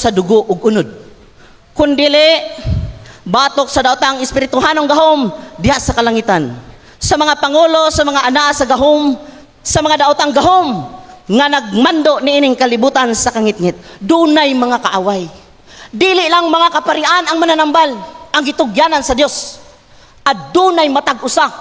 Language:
Cebuano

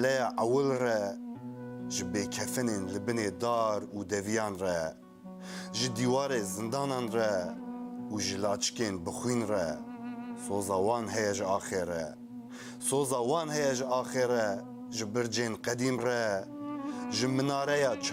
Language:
Kurdish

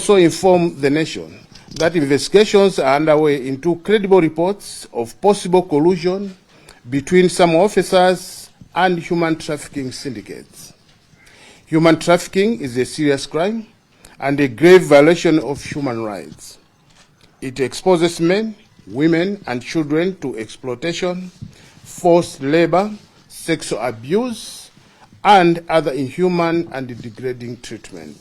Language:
Nyanja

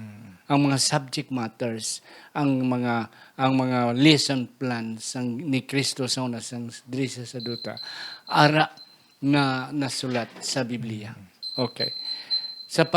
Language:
Hiligaynon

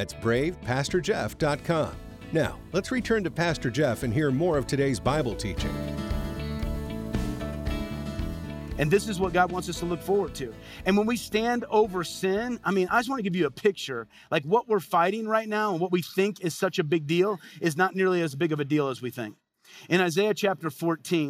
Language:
English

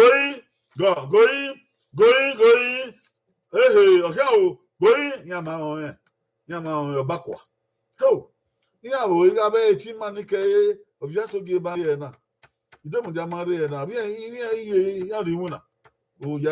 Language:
Bini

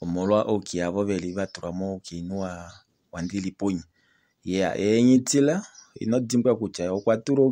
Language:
Kuanyama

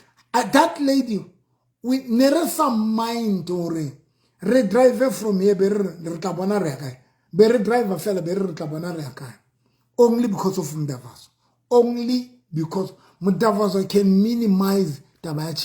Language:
Southern Sotho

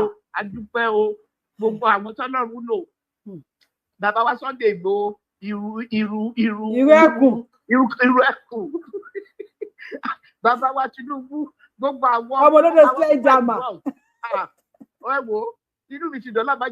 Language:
Yoruba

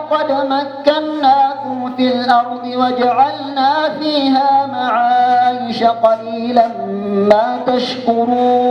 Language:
Maranao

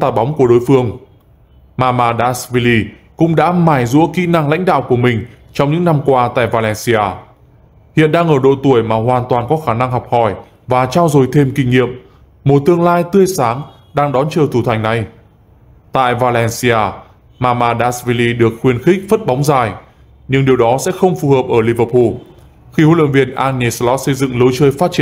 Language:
Vietnamese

